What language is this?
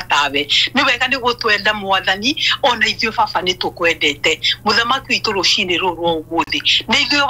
Kikuyu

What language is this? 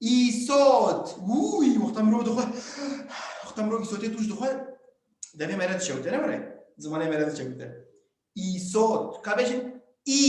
Kurdish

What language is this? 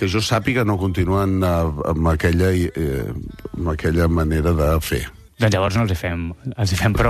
Catalan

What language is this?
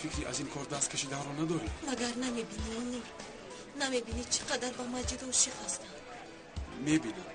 Tajik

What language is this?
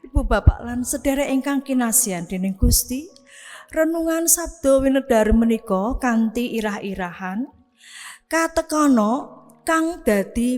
Javanese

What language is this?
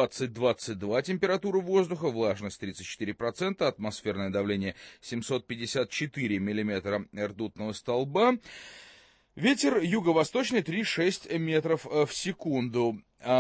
Russian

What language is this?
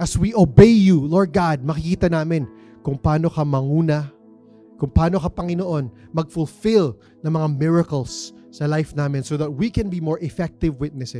Filipino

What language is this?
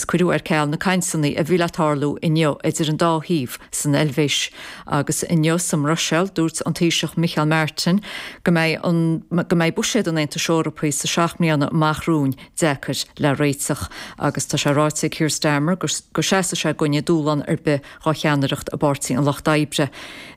Irish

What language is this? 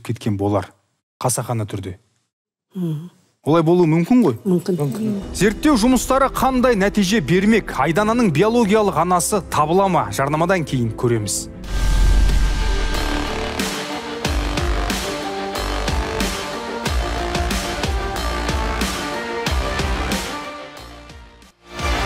Kazakh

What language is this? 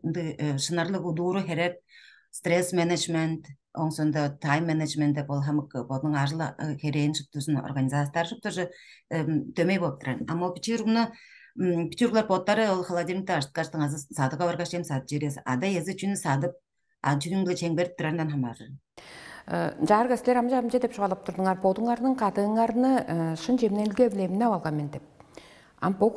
Tuvinian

